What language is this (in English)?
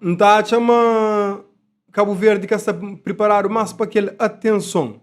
Kabuverdianu